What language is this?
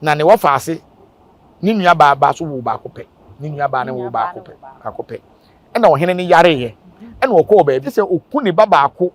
Akan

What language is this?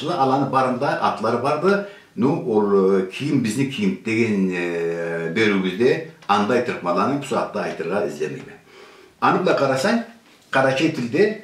Karachay-Balkar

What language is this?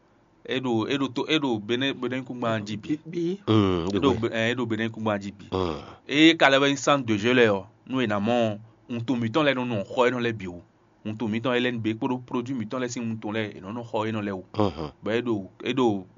Fon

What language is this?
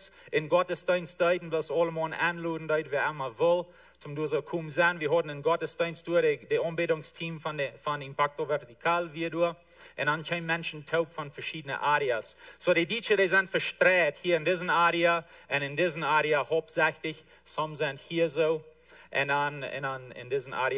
Plautdietsch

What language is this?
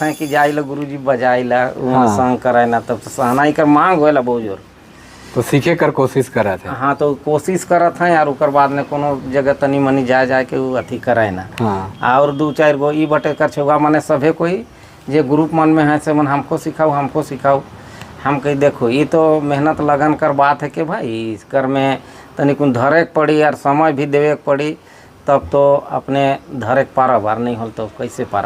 Sadri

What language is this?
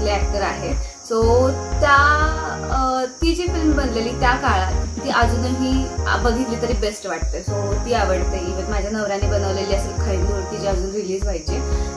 Marathi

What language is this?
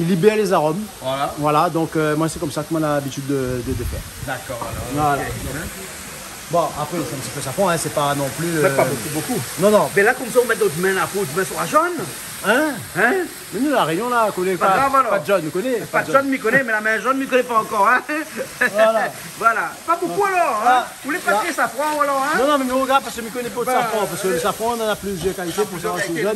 Réunion Creole French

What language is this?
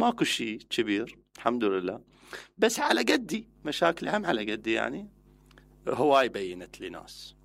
Mesopotamian Arabic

